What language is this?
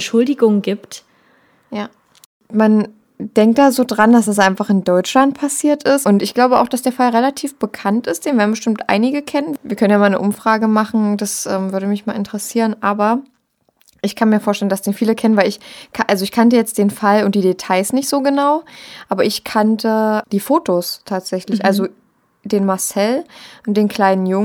German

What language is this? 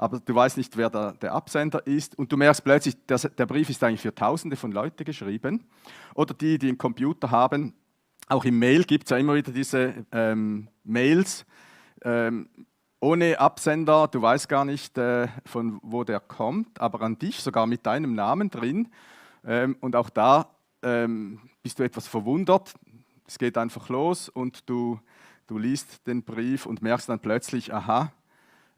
Swiss German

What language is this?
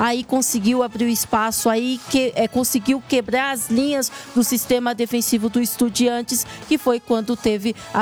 Portuguese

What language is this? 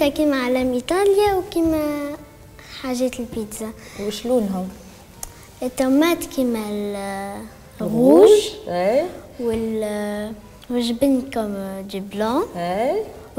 Tunisian Arabic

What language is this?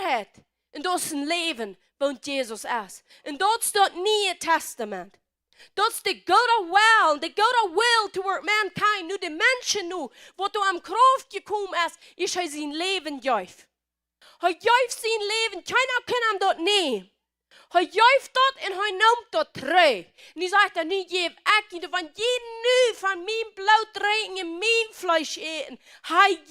Plautdietsch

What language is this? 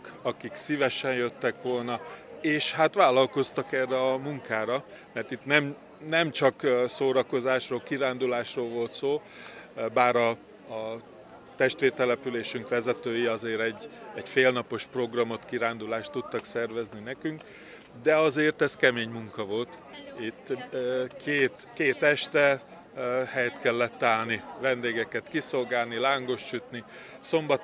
Hungarian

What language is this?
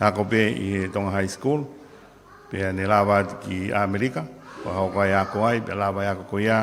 Tongan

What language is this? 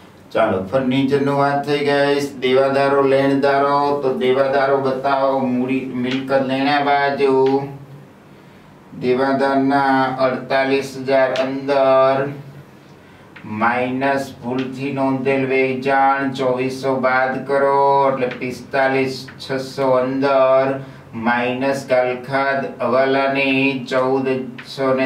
Gujarati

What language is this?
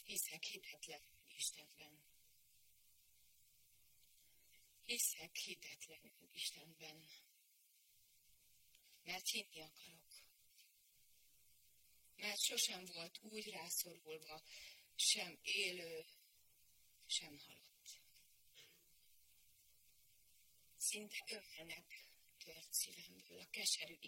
Hungarian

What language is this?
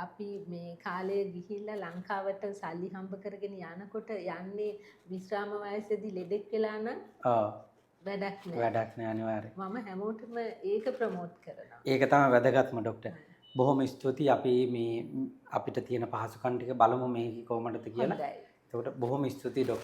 Sinhala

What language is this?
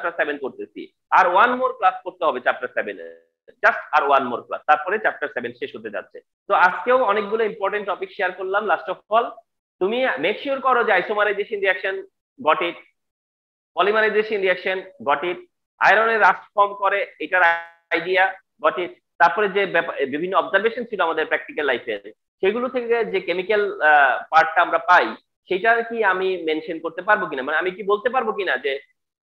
Bangla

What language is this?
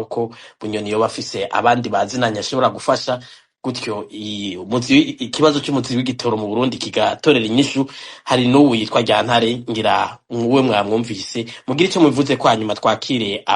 Rundi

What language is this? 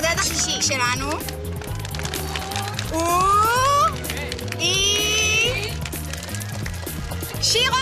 Hebrew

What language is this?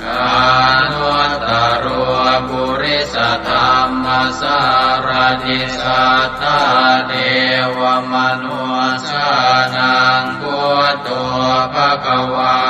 Pali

